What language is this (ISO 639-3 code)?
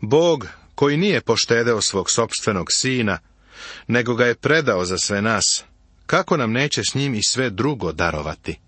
srp